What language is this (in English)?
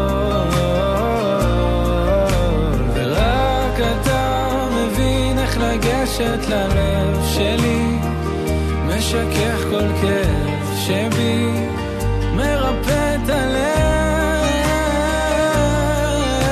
Hebrew